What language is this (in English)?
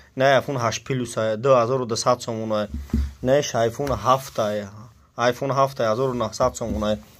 Tajik